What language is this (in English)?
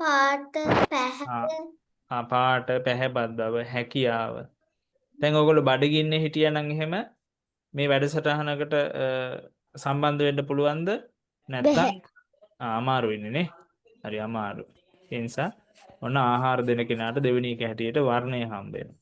Sinhala